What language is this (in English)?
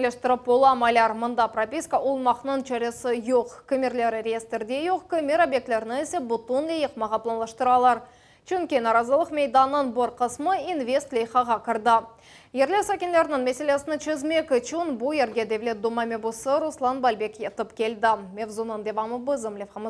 Crimean Tatar